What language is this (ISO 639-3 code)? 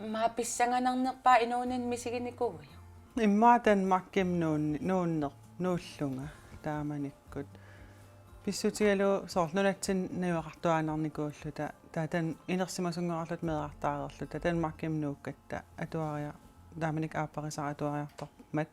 kal